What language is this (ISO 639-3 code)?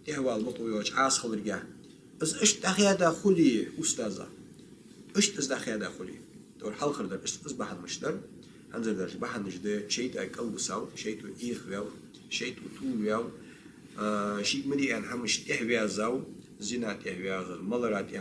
inh